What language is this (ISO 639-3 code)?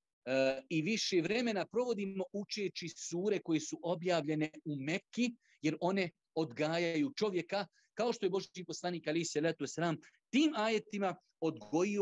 bos